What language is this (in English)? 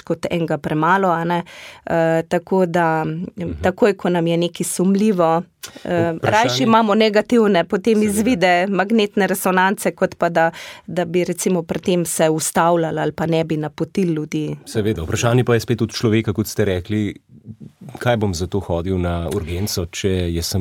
Slovenian